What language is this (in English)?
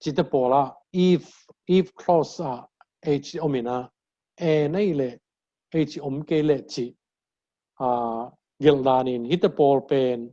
Tedim Chin